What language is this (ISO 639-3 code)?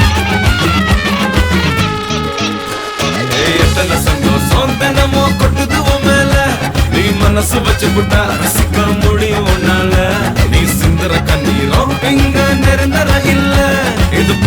tam